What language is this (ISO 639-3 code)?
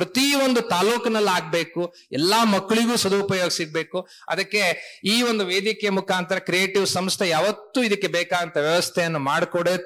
kan